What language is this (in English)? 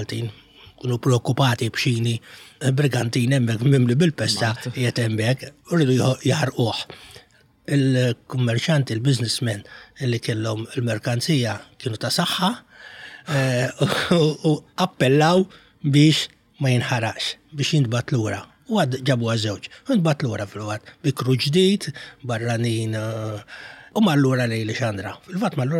Maltese